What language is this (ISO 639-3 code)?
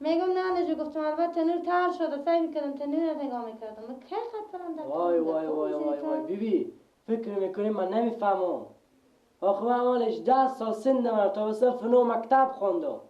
fas